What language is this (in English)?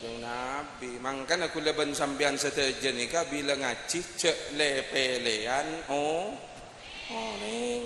Madurese